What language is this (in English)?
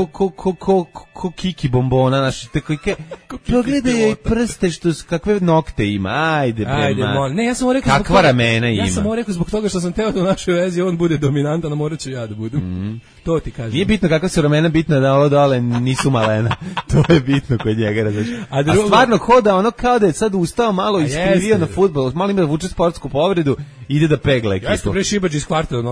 Serbian